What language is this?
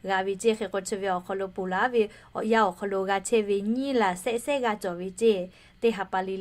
Lahu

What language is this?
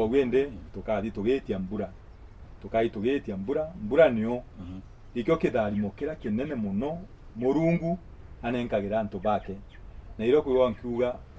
Meru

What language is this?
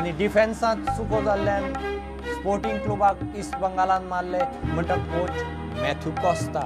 Konkani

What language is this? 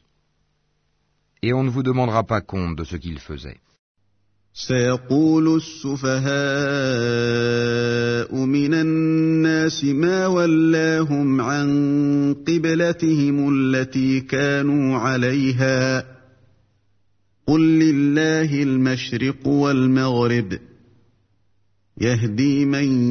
French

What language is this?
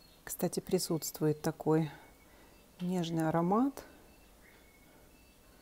Russian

